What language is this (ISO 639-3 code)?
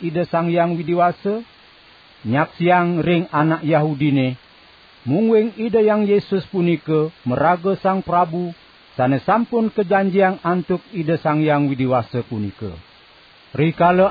ban